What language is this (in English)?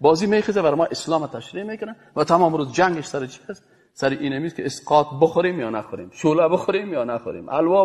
Persian